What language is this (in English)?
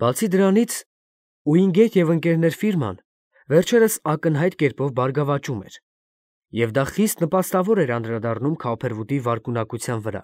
Armenian